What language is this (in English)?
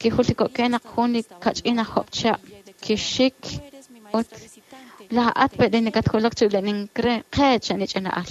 Kekchí